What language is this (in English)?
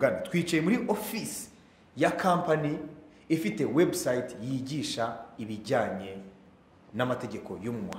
Kinyarwanda